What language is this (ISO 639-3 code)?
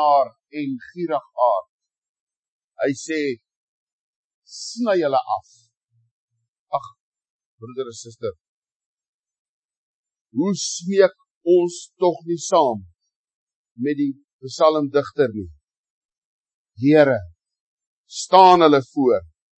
afr